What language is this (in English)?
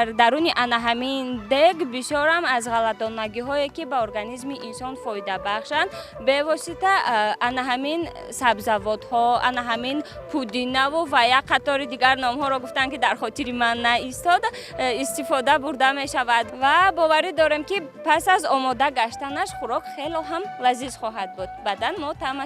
Tajik